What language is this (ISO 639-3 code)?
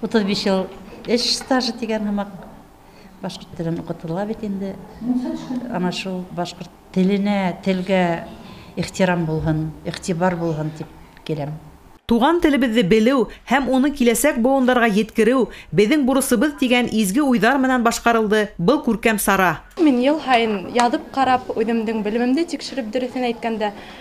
bak